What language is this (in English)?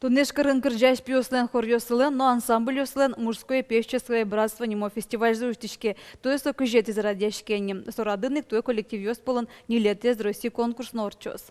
Udmurt